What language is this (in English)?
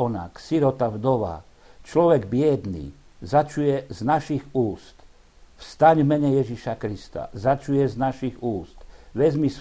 Slovak